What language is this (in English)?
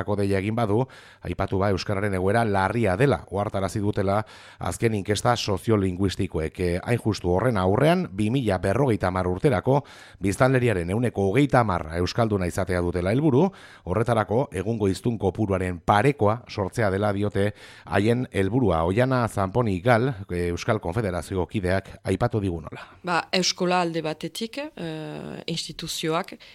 Basque